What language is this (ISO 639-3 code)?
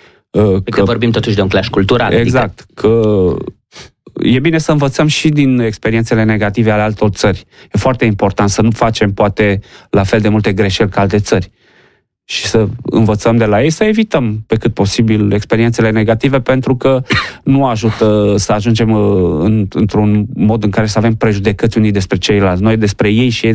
ron